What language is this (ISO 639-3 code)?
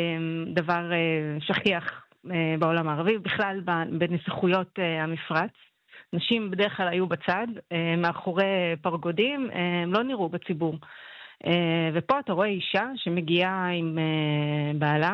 heb